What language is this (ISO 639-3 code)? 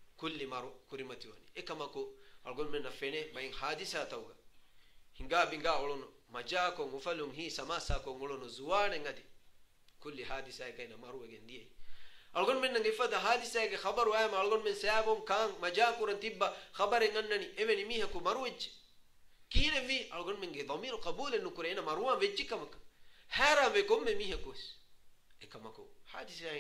div